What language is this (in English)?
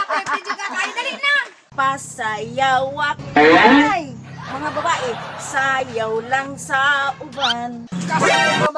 Cebuano